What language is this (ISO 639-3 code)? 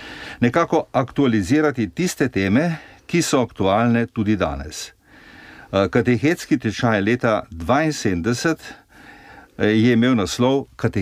slv